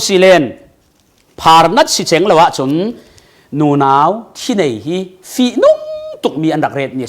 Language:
Falam Chin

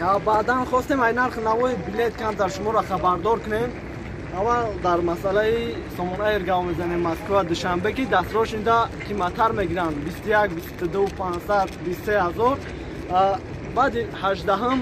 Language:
Tajik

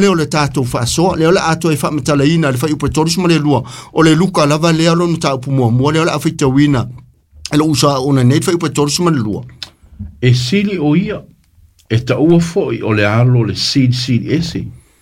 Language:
Samoan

